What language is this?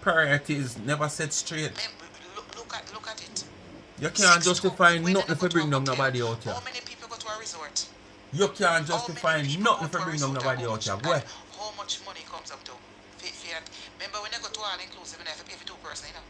Jamaican Creole English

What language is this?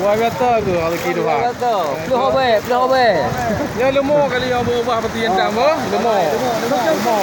Achinese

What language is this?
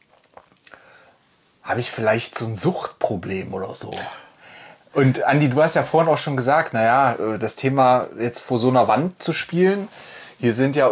German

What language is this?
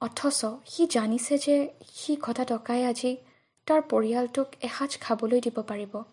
Assamese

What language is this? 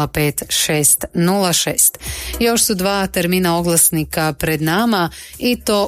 Croatian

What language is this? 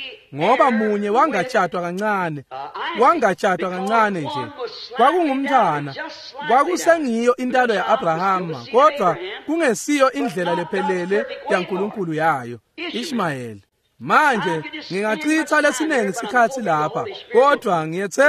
Swati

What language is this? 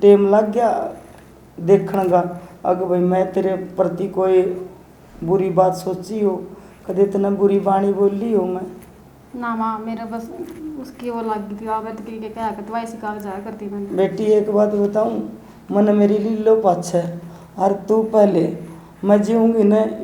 Haryanvi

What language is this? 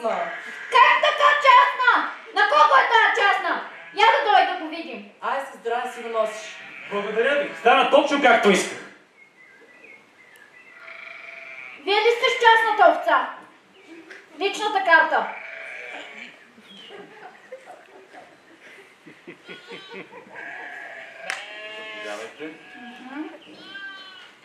Bulgarian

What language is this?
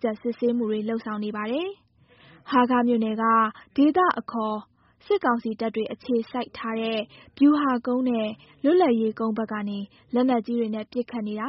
Burmese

